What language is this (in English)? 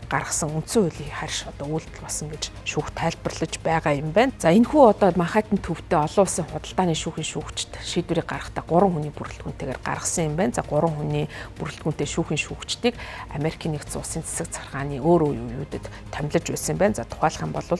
Mongolian